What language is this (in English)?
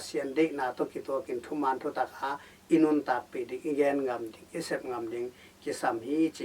Tedim Chin